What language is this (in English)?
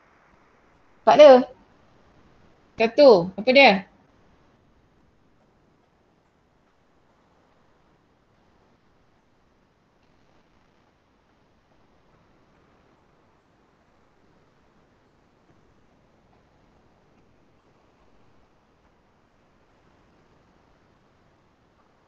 Malay